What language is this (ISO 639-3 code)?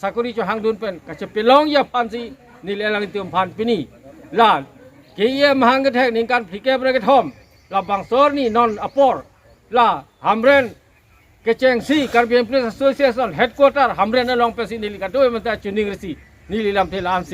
mjw